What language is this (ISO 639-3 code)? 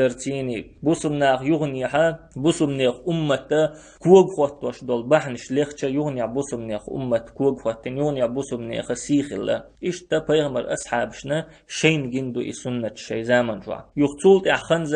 che